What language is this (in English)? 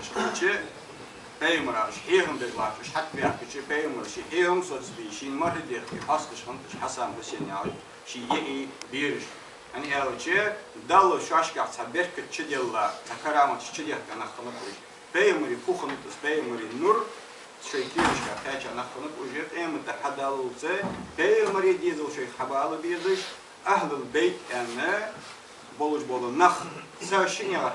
Ingush